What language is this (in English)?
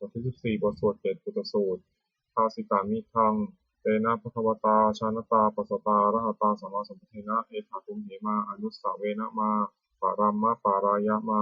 Pali